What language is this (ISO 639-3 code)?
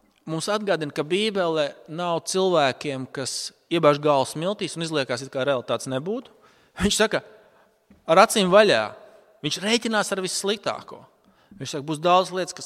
lav